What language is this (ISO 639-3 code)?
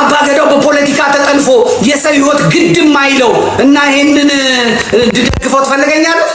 amh